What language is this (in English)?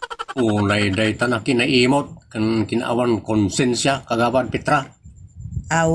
Iloko